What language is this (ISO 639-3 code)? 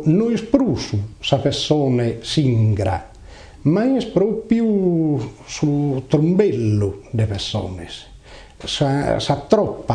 srd